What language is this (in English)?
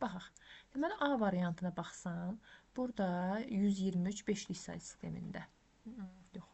Azerbaijani